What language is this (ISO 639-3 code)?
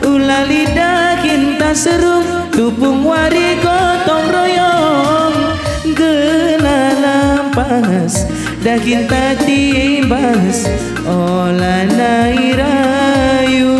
btx